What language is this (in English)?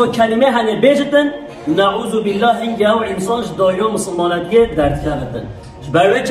Kurdish